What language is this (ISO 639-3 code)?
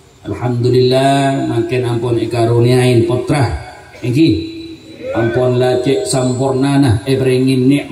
mad